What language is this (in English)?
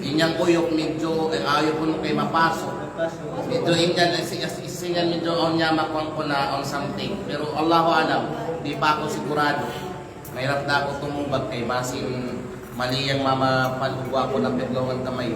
Kalagan